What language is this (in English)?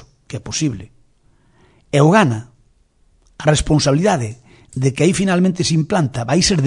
Galician